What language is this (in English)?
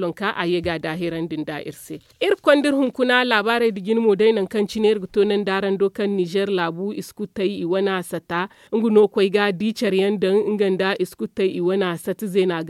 Zarma